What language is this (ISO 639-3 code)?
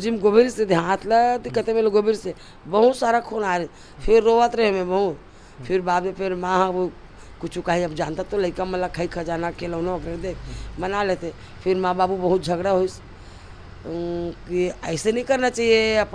hne